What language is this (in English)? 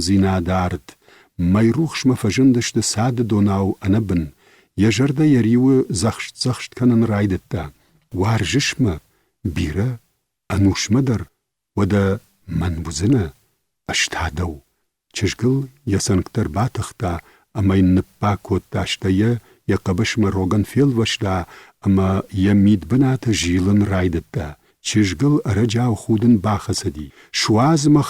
Ossetic